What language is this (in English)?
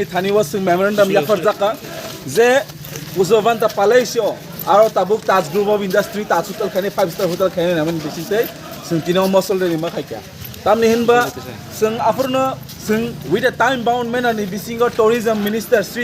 Kok Borok